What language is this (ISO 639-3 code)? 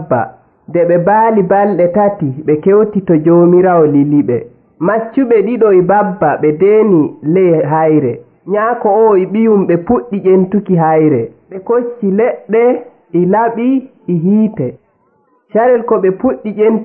fuv